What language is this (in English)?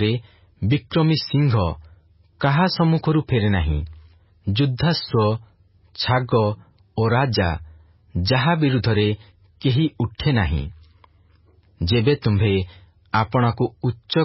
Odia